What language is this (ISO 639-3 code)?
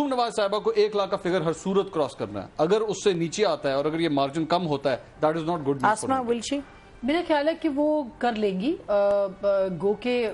urd